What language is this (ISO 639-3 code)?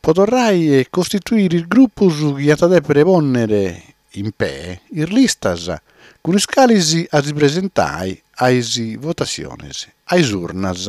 srd